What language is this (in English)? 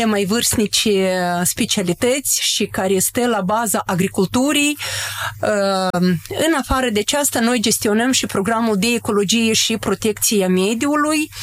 Romanian